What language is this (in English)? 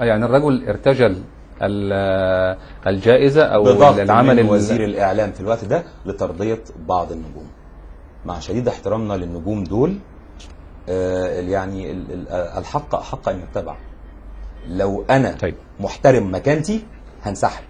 Egyptian Arabic